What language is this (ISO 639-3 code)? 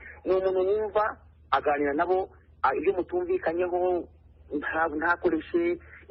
kin